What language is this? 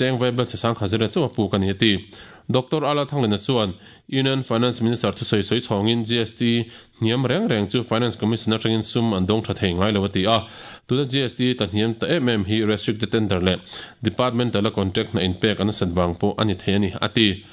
Mizo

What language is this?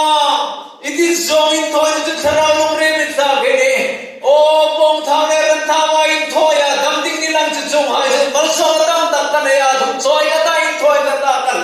Hmar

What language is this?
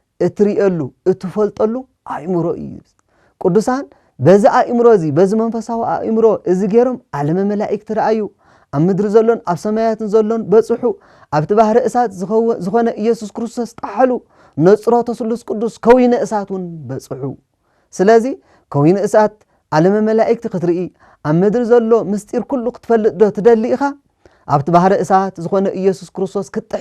Tigrinya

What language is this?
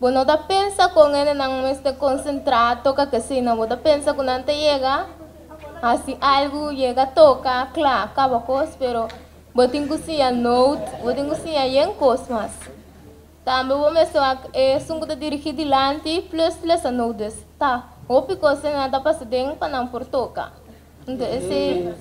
Papiamento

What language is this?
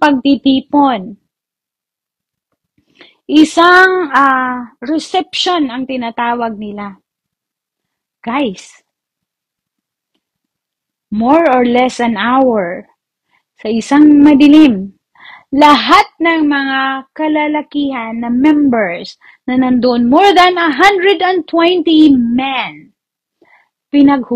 Filipino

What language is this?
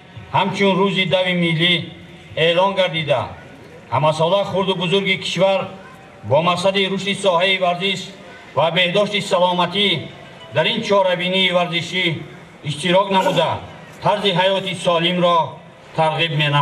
Tajik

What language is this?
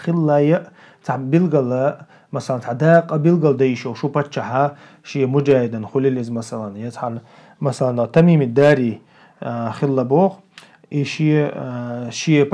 Chechen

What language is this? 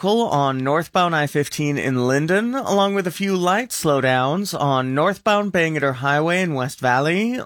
English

